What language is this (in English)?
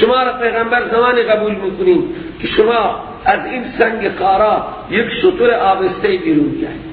Persian